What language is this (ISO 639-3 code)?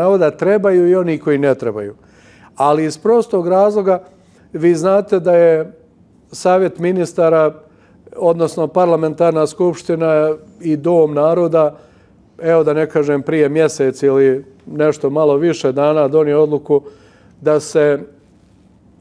bos